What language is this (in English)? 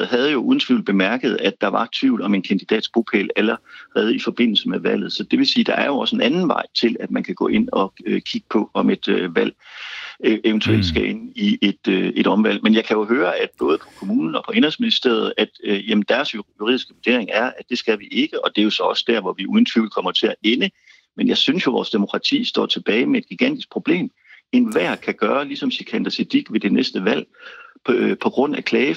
Danish